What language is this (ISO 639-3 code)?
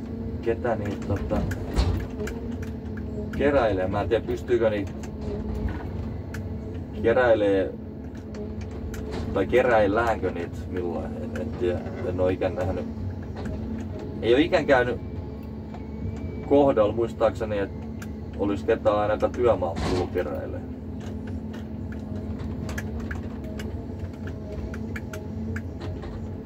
fin